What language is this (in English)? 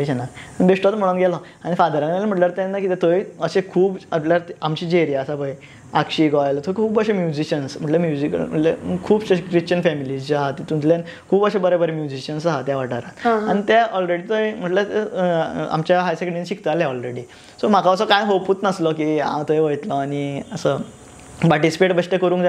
Konkani